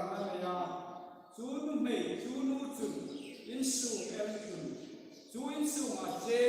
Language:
Hmar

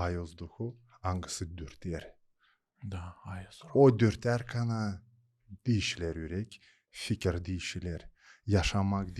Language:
Gagauz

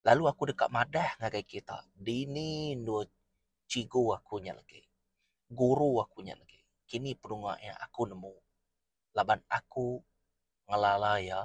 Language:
Iban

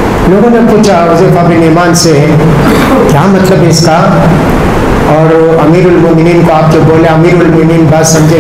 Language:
Urdu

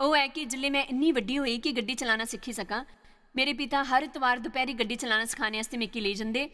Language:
Dogri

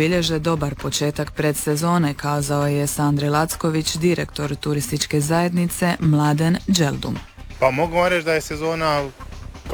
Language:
Croatian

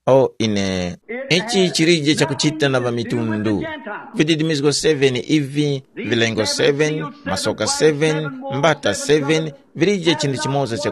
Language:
Tumbuka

